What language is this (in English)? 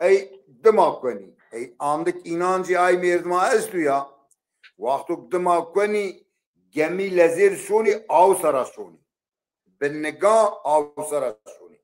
Zaza